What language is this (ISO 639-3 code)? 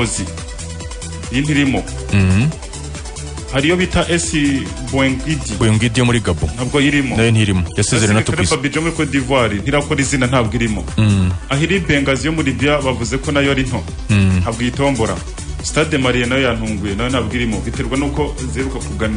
kin